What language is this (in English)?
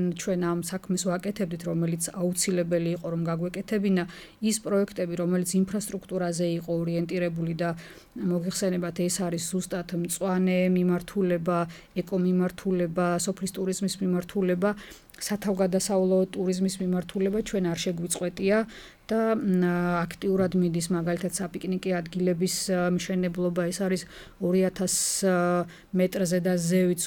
Georgian